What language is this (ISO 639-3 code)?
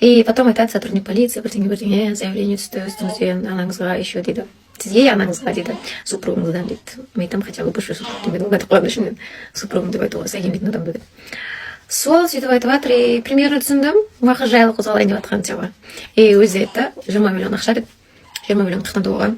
kaz